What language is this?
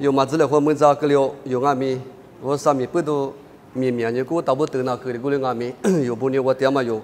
Lisu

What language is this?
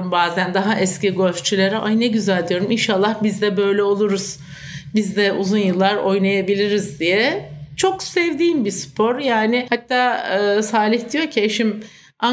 Turkish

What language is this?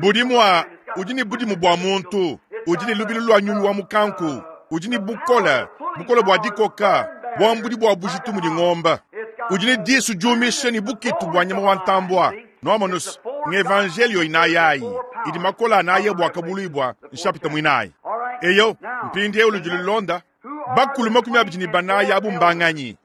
Luba-Lulua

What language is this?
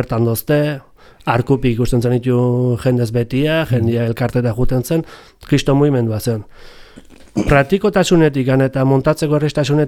Basque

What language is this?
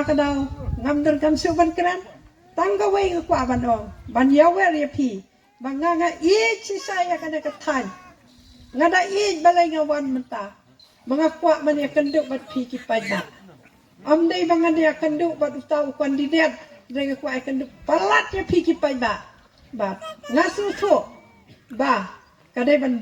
Khasi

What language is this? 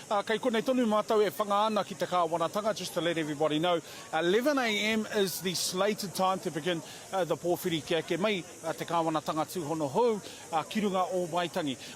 Māori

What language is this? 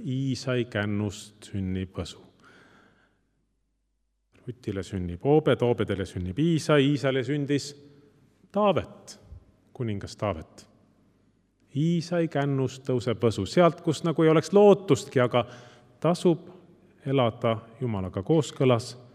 Estonian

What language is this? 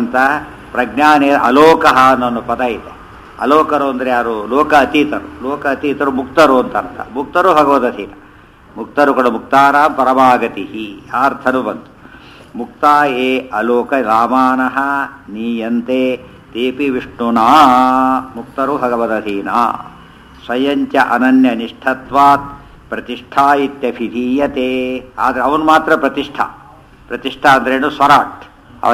Kannada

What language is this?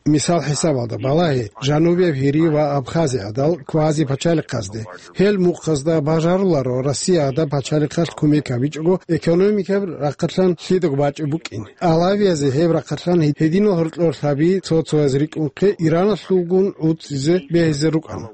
Avaric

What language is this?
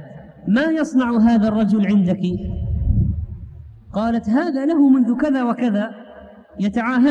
Arabic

